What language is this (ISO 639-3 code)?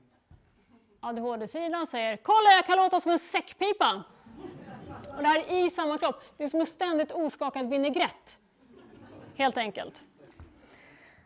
swe